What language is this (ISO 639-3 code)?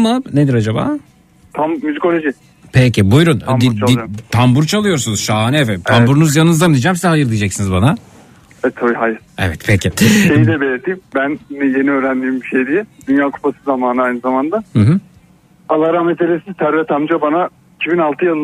tur